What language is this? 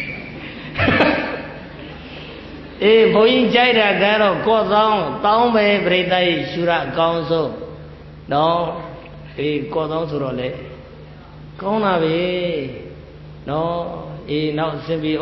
Burmese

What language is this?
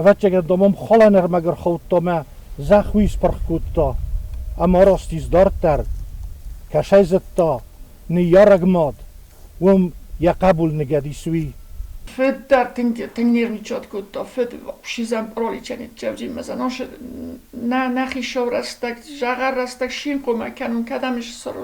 Ossetic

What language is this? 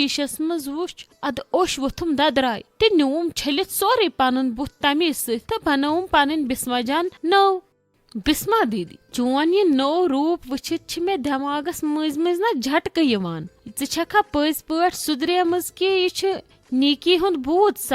Kashmiri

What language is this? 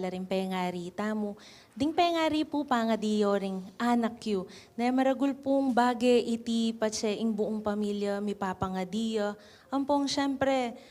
Pampanga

